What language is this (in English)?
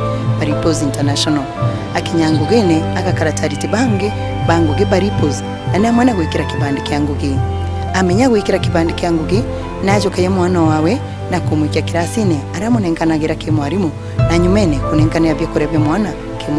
Meru